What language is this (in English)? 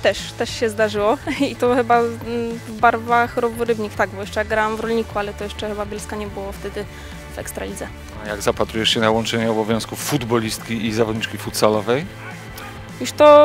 Polish